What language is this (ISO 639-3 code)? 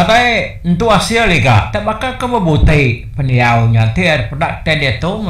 iba